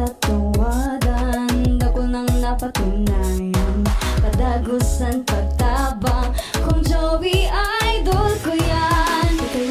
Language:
Bikol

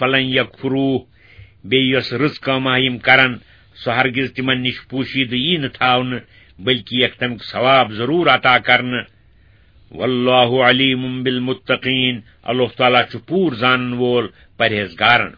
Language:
Kashmiri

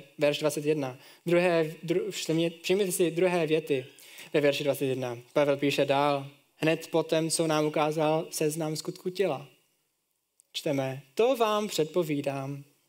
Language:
Czech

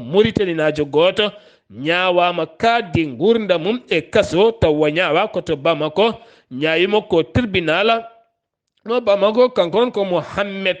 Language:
Fula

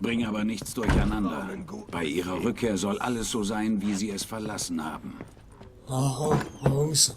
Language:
Swiss German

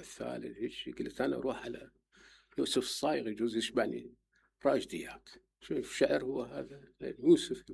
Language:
Mesopotamian Arabic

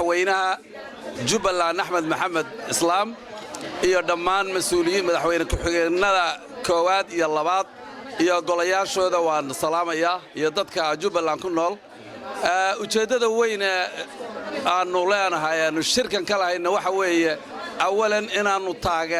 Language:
Somali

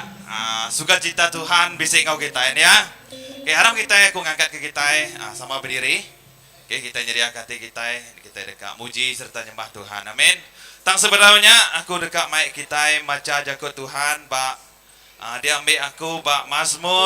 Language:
Iban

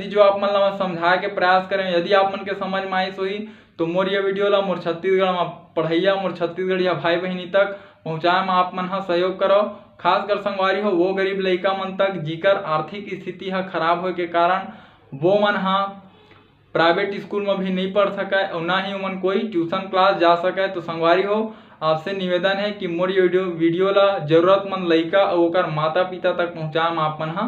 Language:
Chhattisgarhi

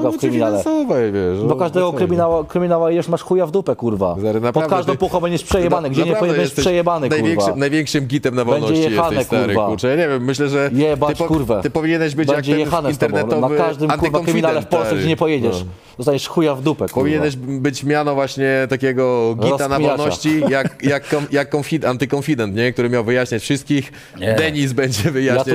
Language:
Polish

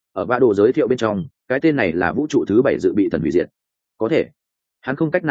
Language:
Vietnamese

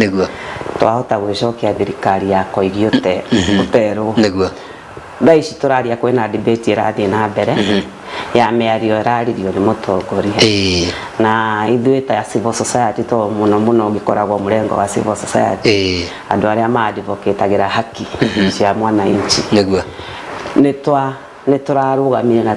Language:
Kikuyu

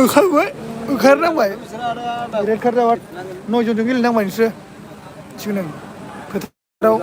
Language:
Bodo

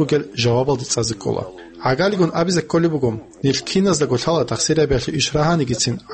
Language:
Avaric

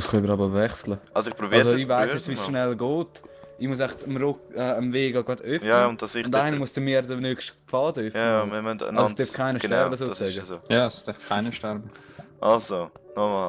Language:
Swiss German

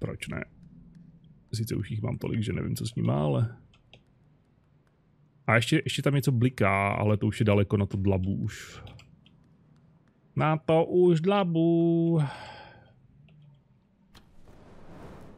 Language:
Czech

